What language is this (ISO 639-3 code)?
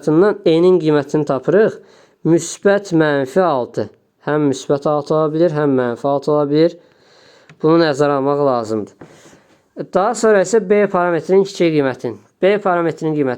aze